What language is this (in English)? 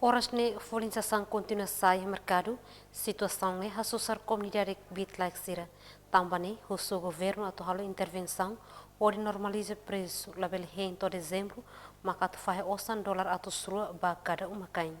Tetum